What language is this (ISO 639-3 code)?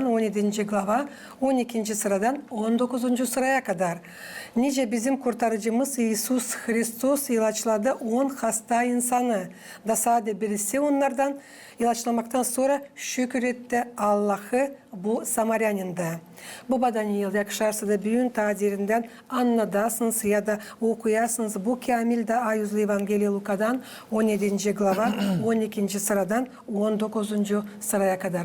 gag